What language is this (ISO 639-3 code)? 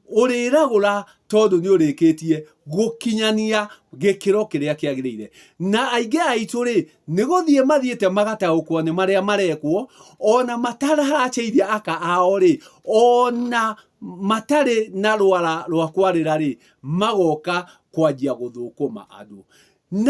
kik